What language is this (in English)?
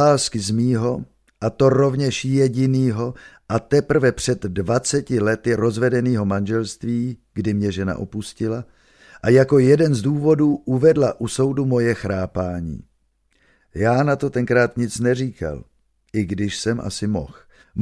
Czech